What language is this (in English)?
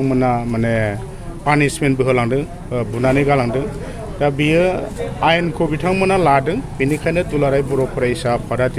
Bodo